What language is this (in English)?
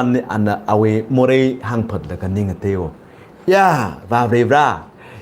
Tangkhul Naga (India)